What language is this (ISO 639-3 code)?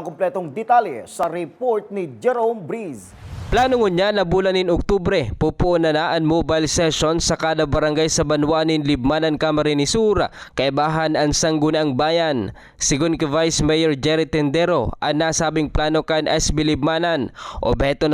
bik